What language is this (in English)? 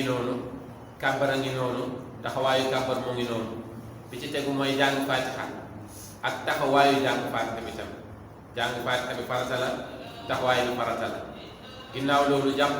Wolof